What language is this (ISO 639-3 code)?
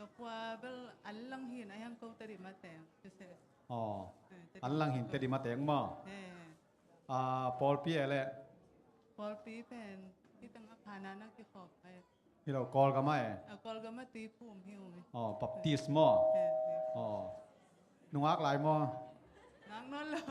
ctd